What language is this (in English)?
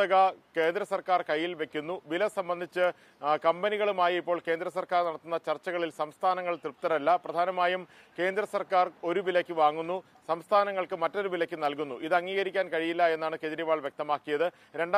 Malayalam